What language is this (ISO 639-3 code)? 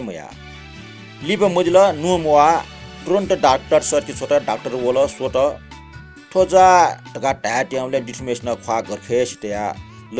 new